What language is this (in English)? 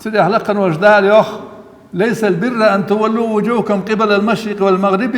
Ingush